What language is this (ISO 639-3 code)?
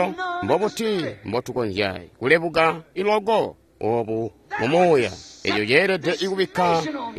toi